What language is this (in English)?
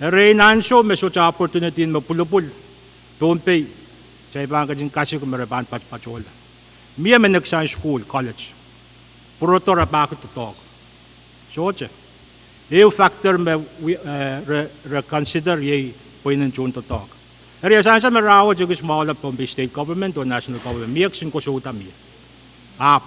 Pohnpeian